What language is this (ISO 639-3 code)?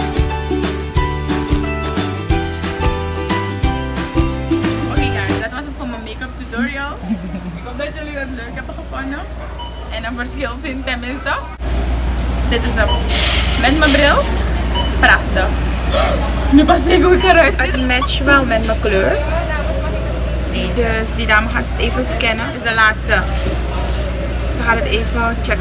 nld